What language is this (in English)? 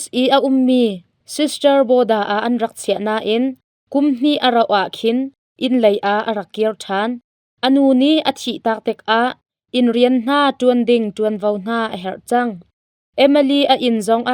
Hakha Chin